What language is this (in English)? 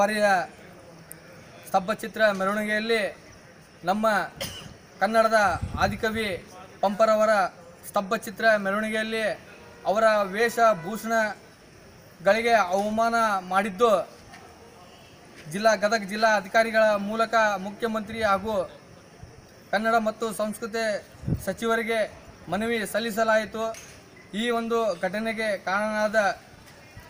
Kannada